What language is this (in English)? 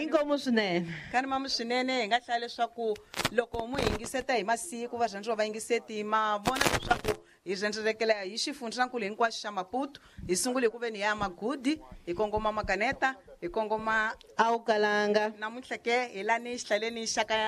Tsonga